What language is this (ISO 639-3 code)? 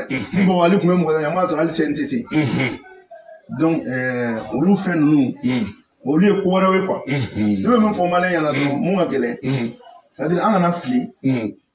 bam